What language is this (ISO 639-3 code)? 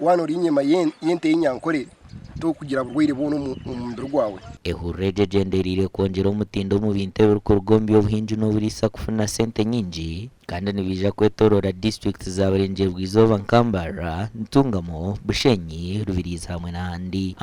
nyn